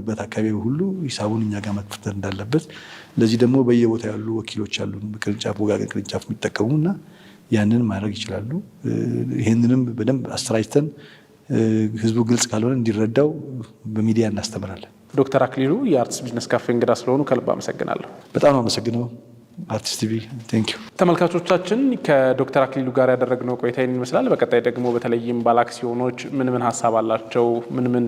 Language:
Amharic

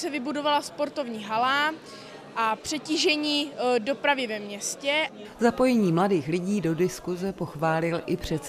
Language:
Czech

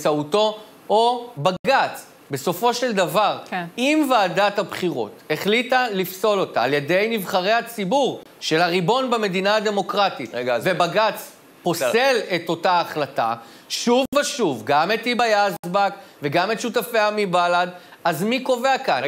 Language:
Hebrew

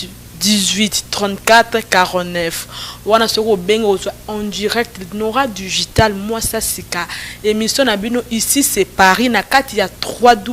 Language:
Lingala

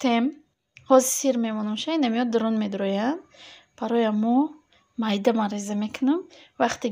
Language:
Tajik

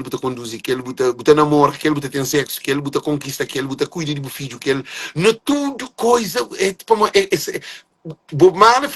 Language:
Kabuverdianu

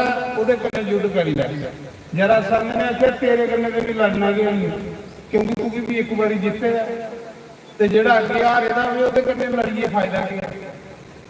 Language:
Dogri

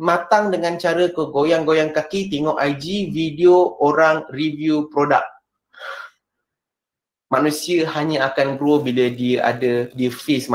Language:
Malay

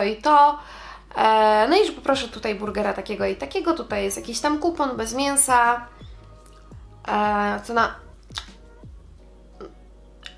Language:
Polish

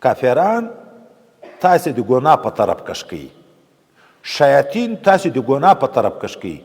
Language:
Pashto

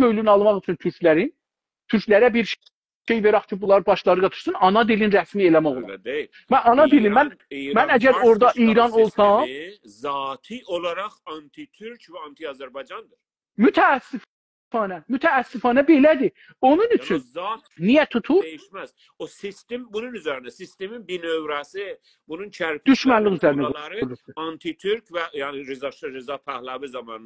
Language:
South Azerbaijani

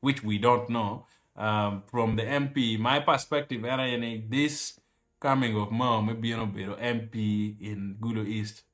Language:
Acoli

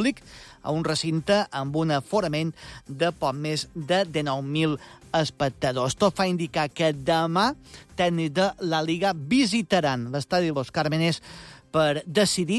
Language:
Catalan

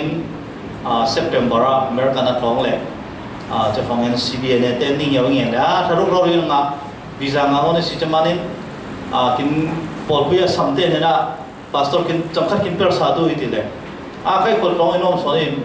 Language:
Falam Chin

